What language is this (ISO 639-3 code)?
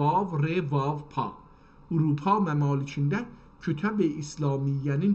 azb